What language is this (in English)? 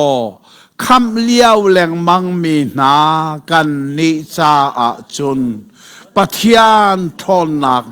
Hakha Chin